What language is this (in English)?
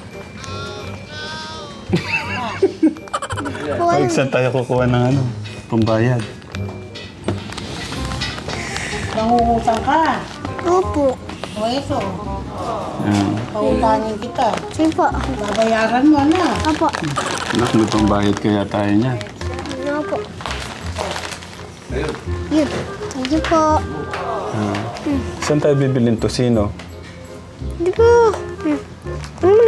Filipino